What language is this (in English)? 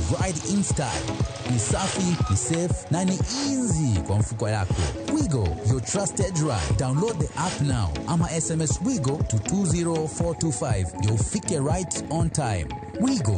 Luo (Kenya and Tanzania)